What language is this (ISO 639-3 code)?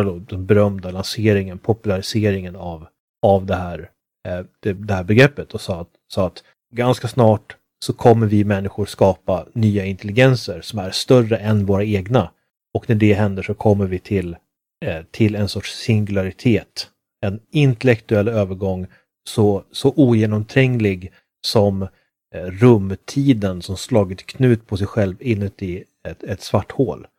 swe